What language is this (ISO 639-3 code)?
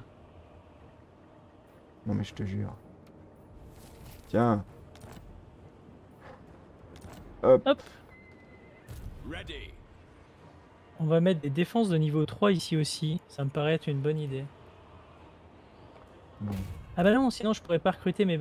fra